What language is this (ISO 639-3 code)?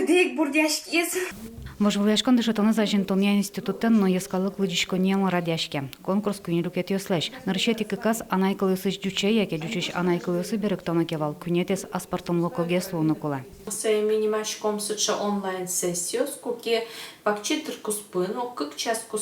udm